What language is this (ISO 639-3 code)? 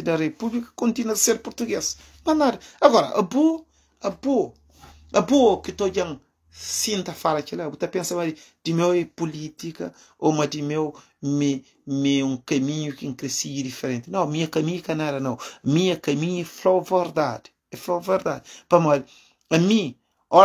kea